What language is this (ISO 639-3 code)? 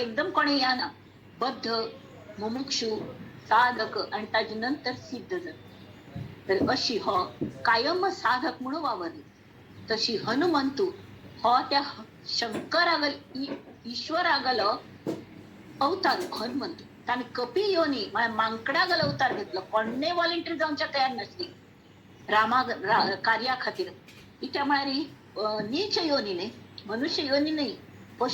kok